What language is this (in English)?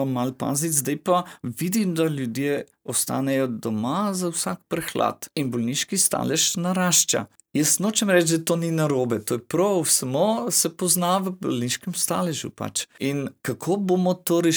Slovenian